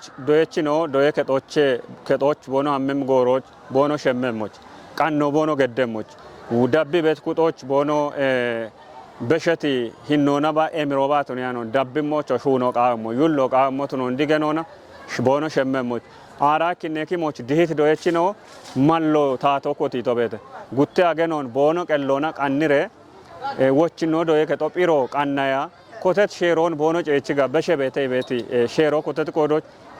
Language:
Kafa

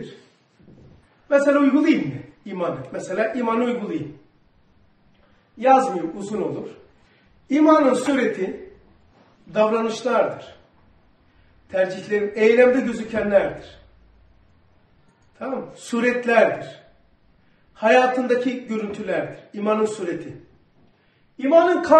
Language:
Turkish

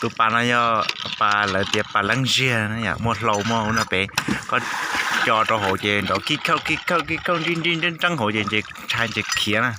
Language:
Hmong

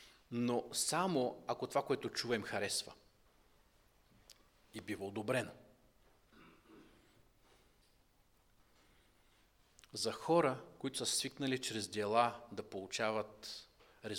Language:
Bulgarian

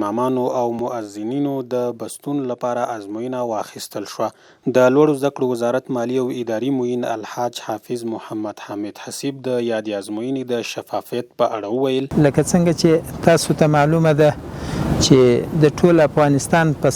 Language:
Pashto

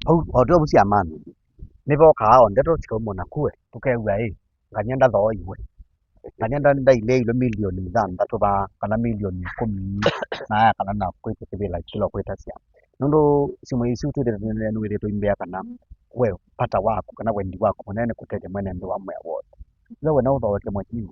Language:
Kamba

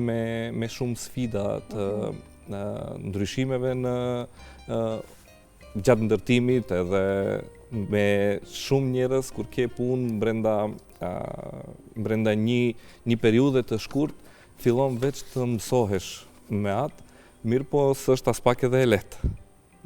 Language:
Albanian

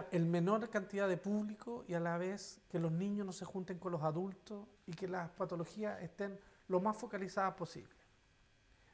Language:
Spanish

